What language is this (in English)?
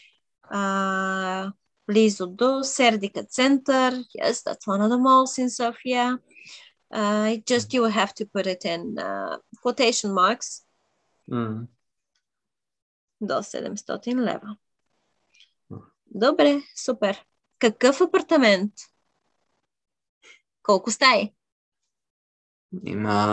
Bulgarian